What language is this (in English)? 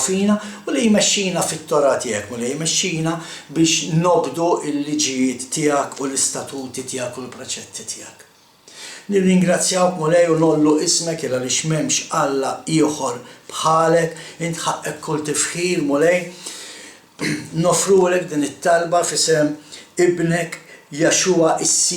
Maltese